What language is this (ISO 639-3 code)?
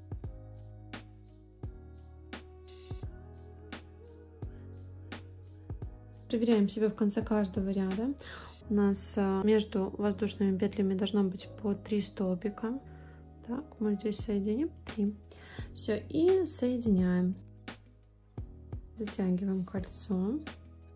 rus